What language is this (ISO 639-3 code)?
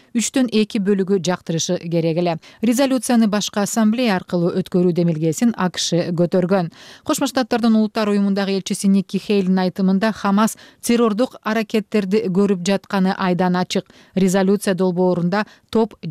kir